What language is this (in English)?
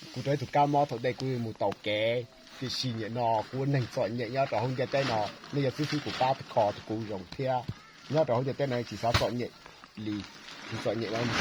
Hmong